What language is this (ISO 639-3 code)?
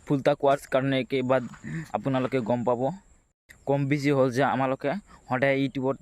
asm